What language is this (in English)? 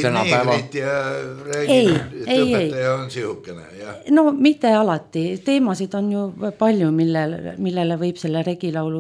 Estonian